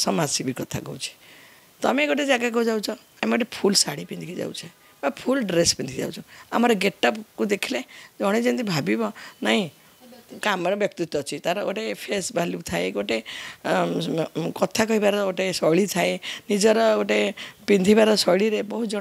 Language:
Odia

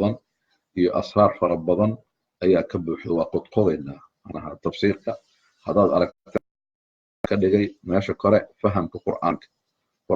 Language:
Somali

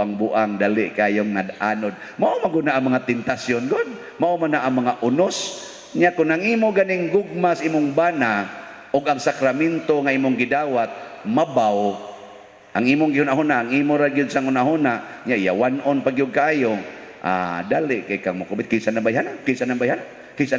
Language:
Cebuano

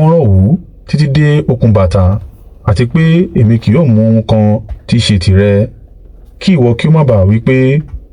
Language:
Yoruba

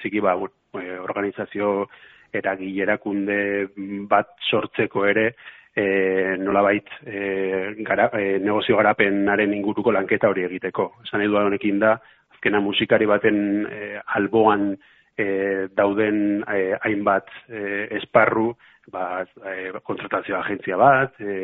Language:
Basque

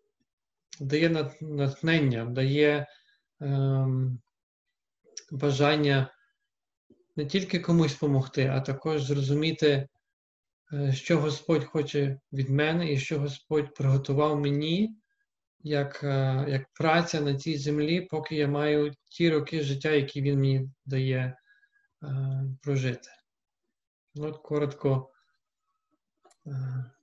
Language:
Ukrainian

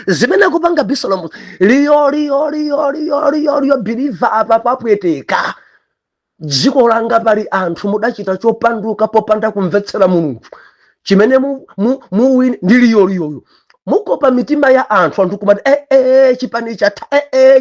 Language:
Nyanja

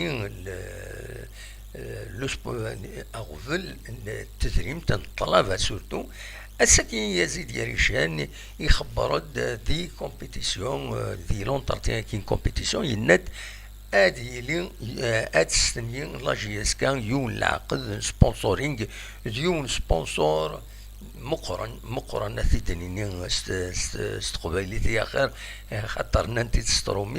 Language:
Kabyle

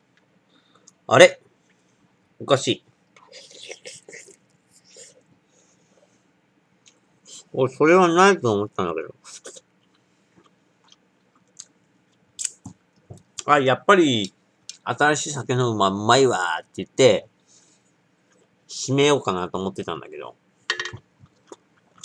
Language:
Japanese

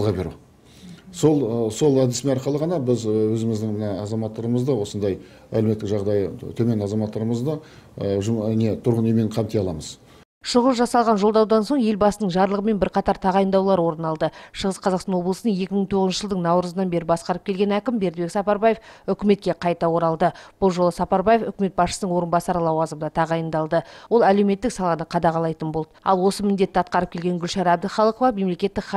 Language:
Kazakh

